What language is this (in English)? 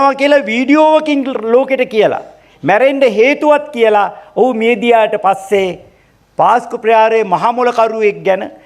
Sinhala